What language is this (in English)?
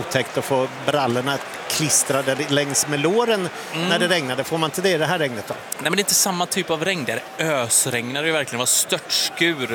Swedish